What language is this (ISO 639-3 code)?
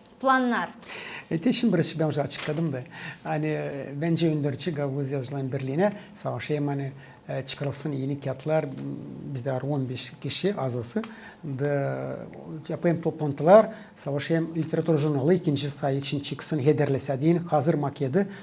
gag